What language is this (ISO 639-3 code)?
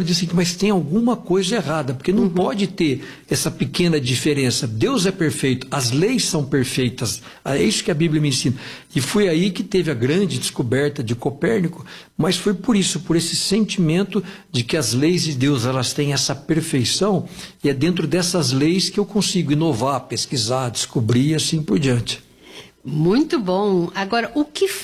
por